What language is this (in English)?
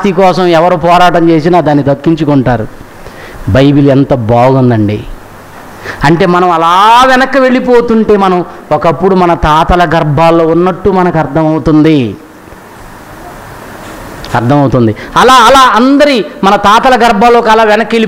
Telugu